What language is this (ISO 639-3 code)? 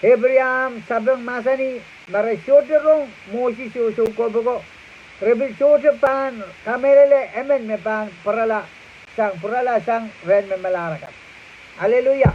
pon